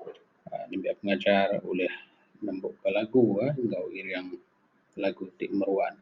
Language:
Iban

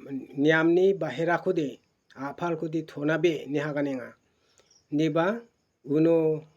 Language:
Garo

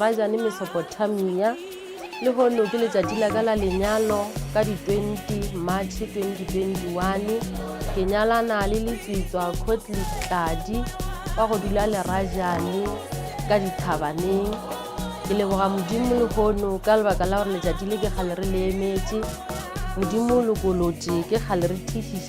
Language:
Northern Sotho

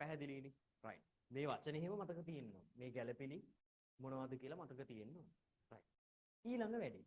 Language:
Sinhala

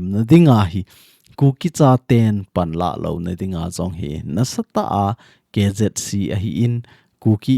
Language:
Thado Chin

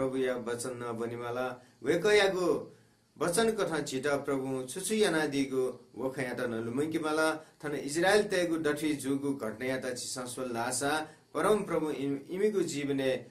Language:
Newari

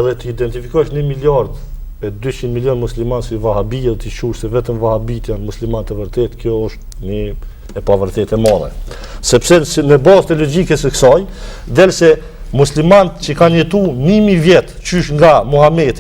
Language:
Albanian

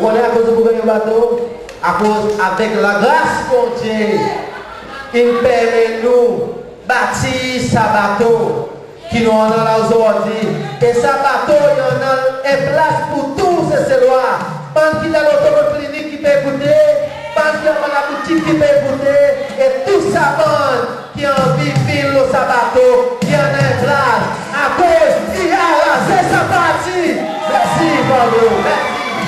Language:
Seselwa Creole French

